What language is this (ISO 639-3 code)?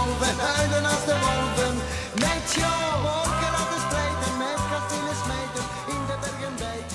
nld